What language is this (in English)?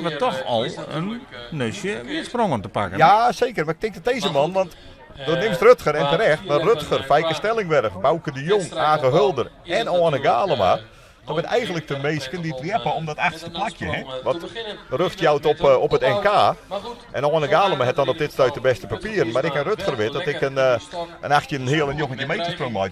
Western Frisian